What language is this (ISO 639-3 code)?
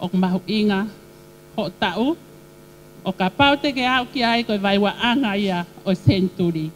ton